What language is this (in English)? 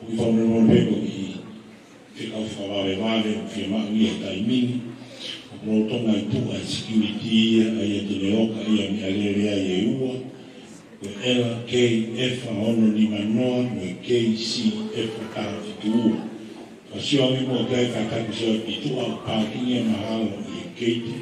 Tongan